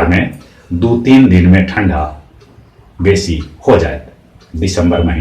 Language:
Magahi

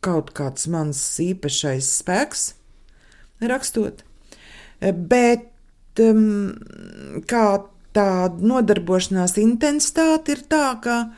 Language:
Latvian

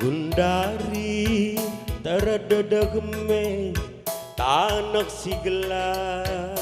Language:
Batak Karo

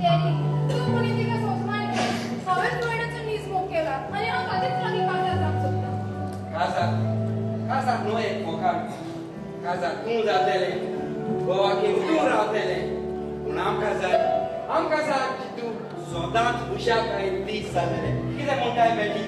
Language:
Konkani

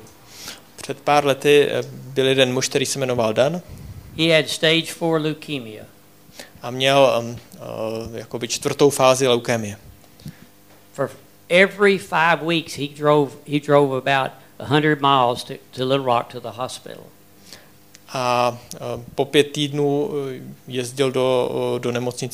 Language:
Czech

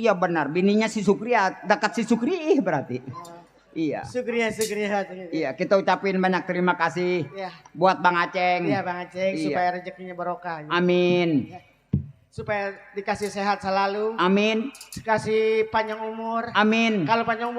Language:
Betawi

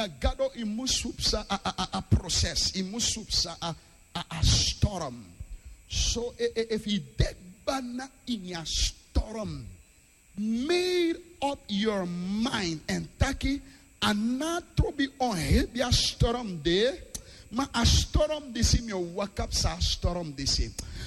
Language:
Sranan Tongo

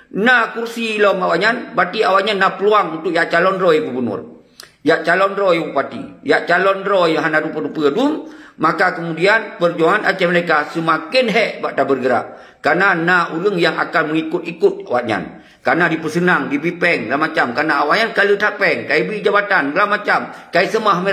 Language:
Achinese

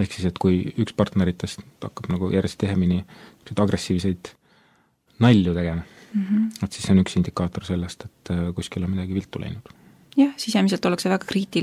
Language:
Estonian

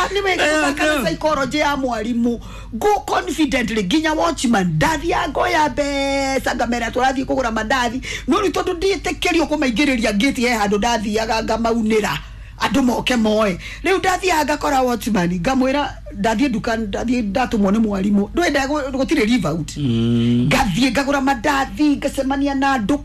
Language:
Kikuyu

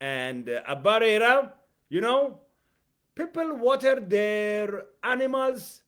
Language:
English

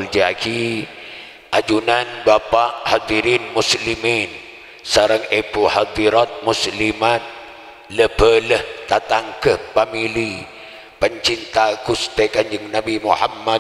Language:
Madurese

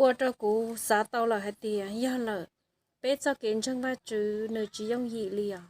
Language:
Hmong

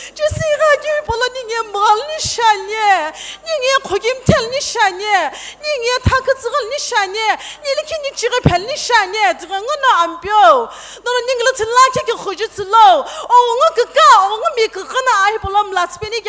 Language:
Sumi Naga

